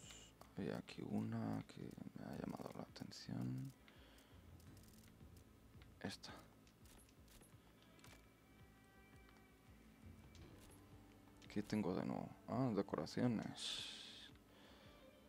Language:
Spanish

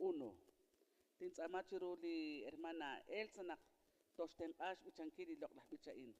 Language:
Kekchí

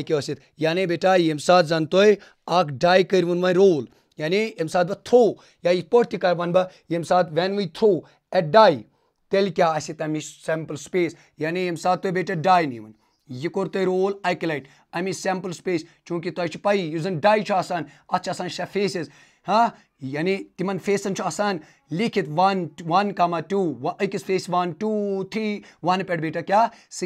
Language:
Kashmiri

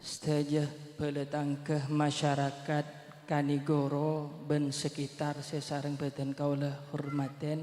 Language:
Madurese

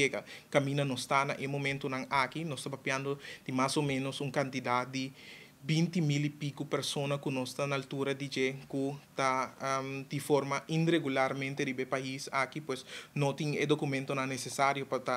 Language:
Papiamento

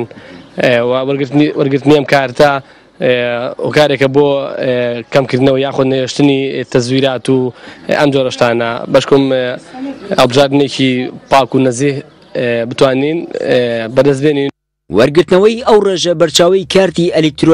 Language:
Central Kurdish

